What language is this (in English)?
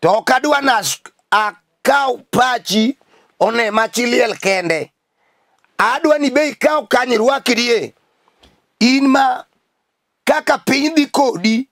Luo (Kenya and Tanzania)